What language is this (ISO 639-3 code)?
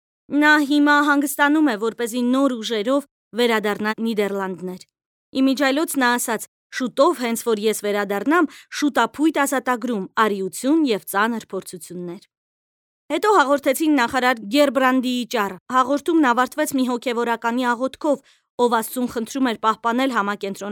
hye